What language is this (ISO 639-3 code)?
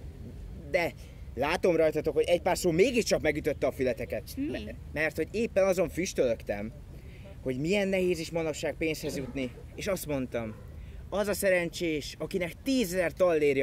hun